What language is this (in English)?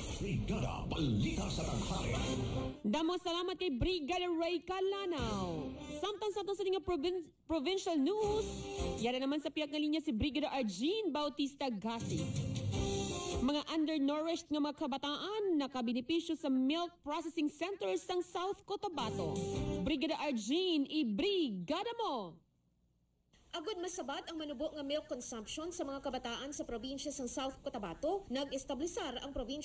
Hiligaynon